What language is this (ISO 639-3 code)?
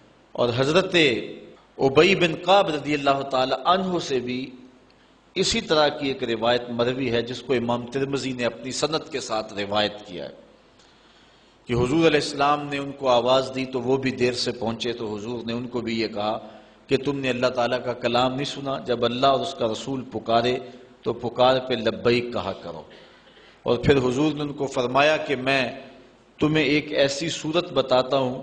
urd